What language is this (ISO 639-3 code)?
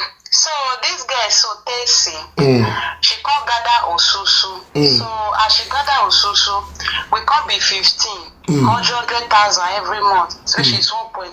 pcm